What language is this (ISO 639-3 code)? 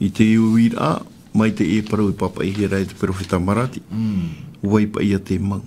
tah